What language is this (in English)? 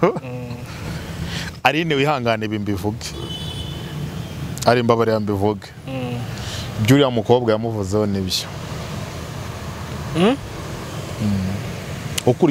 Kinyarwanda